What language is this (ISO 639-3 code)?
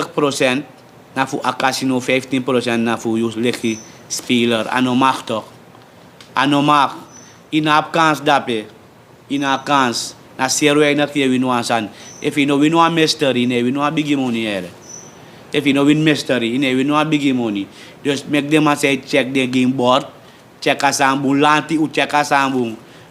srn